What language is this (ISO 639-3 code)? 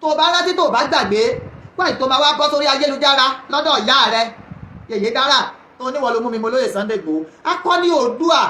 yor